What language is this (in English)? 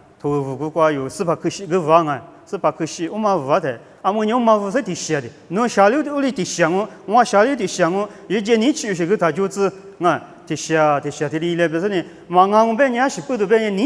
Lisu